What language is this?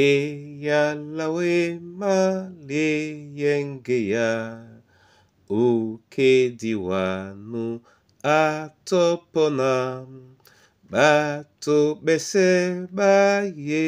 Duala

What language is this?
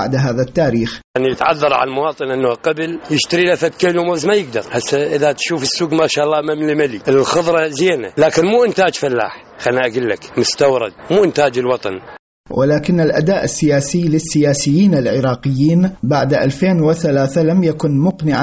Mesopotamian Arabic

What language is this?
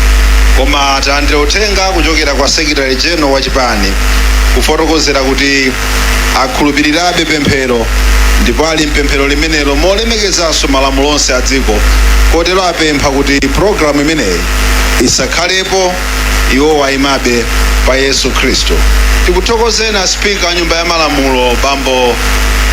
Nyanja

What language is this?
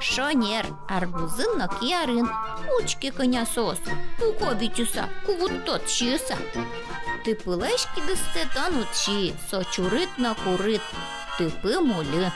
Udmurt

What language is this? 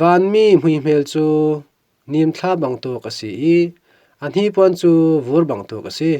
Falam Chin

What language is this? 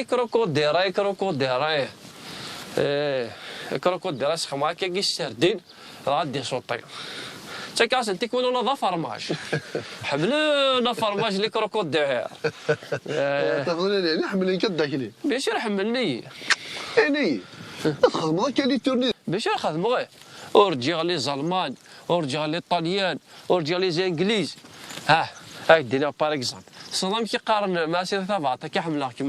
Kabyle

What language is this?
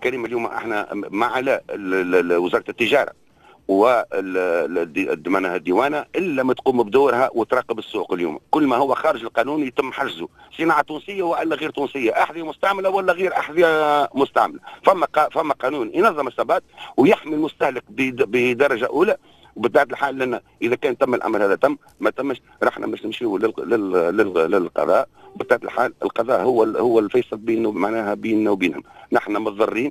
Tunisian Arabic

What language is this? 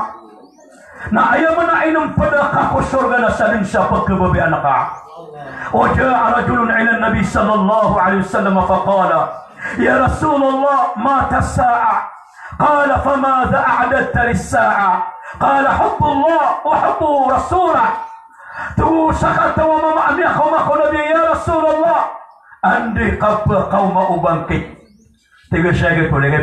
Maranao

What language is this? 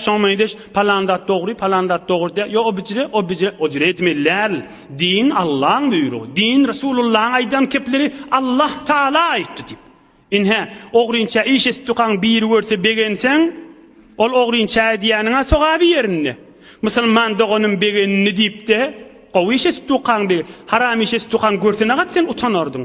Turkmen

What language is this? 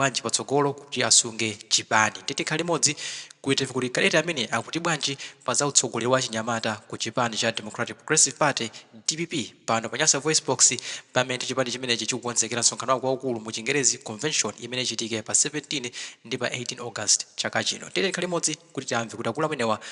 Nyanja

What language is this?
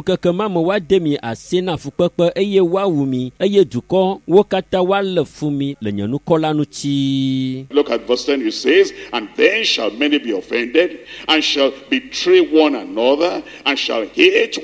Ewe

